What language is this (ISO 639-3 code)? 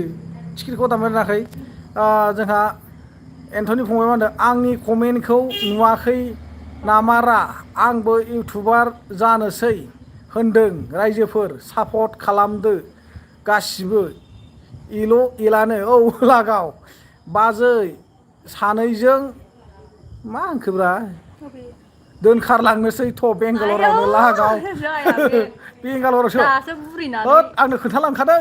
brx